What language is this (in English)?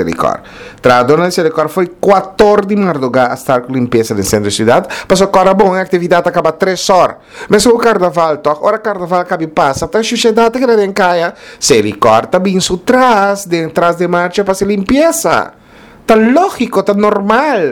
Papiamento